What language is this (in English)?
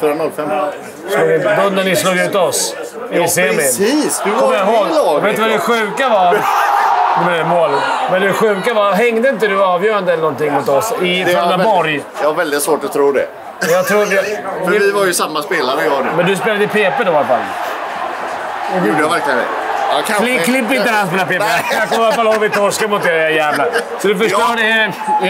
Swedish